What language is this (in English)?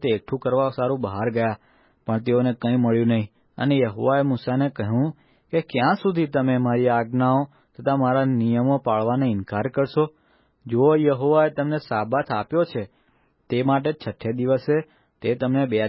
Gujarati